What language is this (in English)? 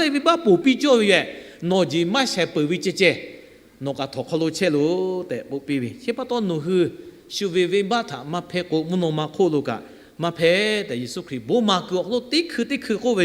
Lahu